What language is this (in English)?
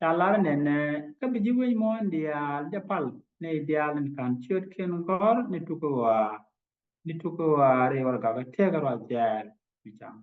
Nuer